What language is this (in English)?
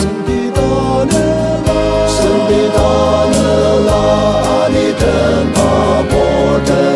Ao Naga